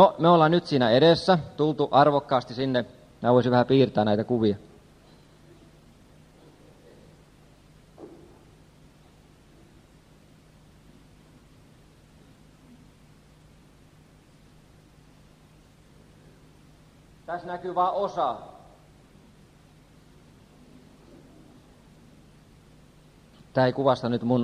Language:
Finnish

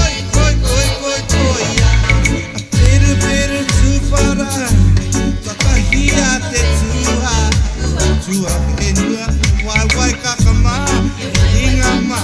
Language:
Māori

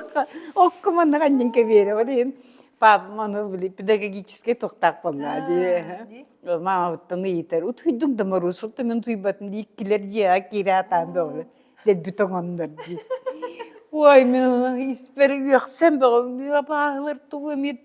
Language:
Yakut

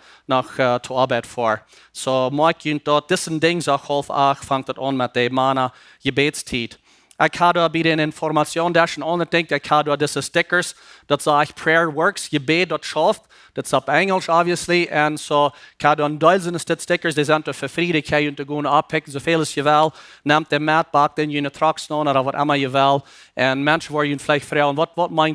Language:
Plautdietsch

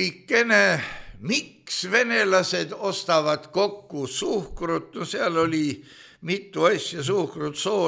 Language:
Estonian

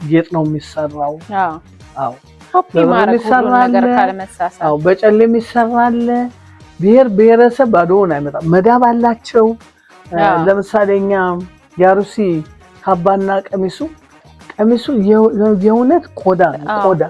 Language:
Amharic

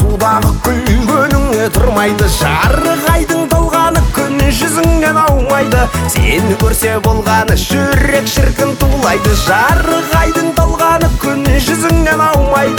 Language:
Kazakh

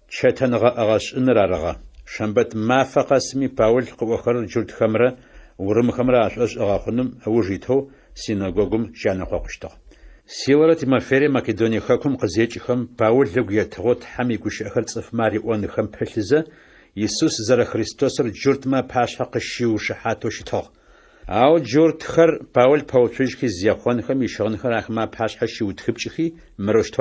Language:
Adyghe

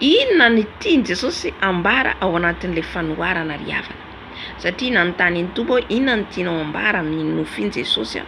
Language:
Malagasy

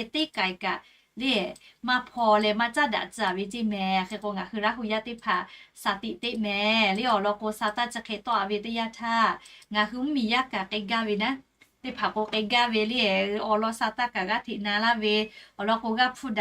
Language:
Lahu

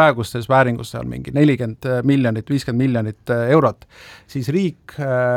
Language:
Estonian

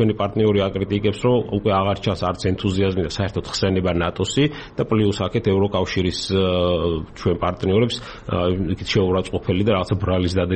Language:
Georgian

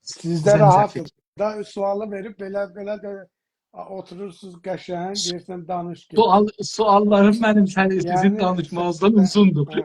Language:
South Azerbaijani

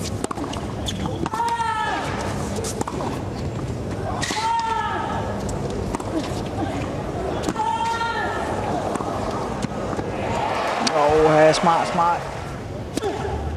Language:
Danish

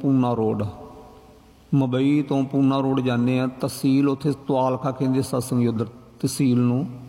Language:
Punjabi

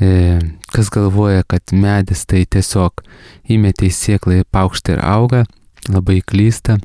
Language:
Lithuanian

